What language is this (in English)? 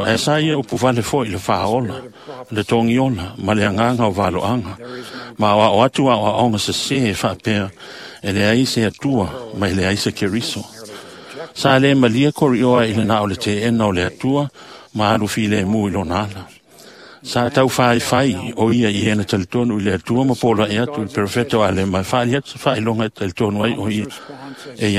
Samoan